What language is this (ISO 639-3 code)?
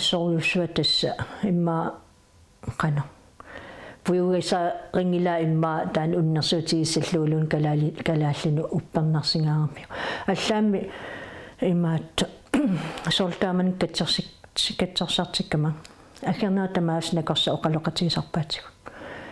kal